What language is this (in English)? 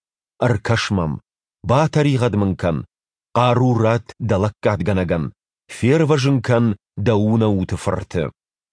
Ossetic